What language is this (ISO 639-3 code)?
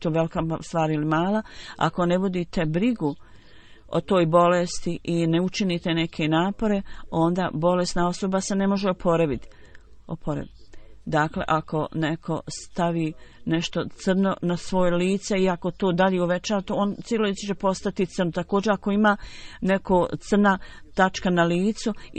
bos